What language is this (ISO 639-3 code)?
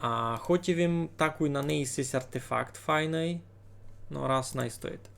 rue